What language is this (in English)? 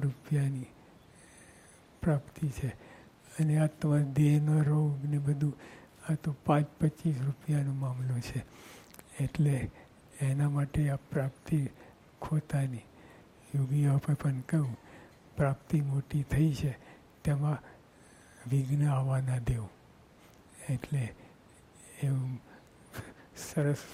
Gujarati